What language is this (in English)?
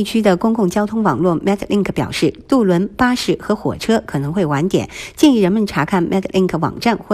Chinese